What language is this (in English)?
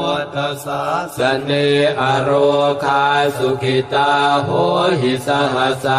Pali